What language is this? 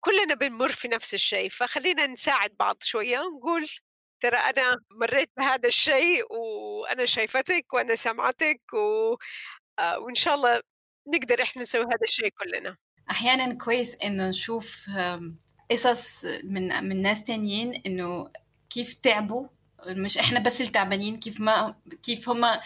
North Levantine Arabic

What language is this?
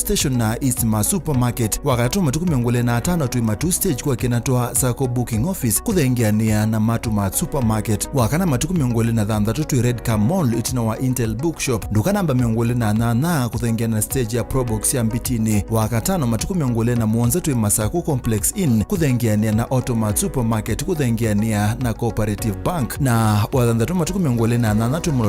Kamba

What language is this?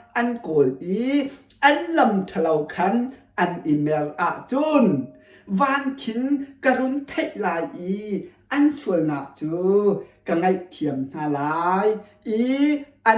Hakha Chin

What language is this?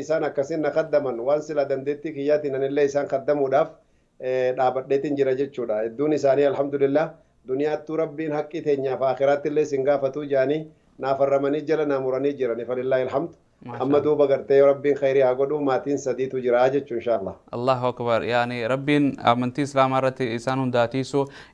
Oromo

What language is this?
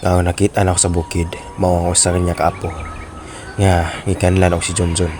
Cebuano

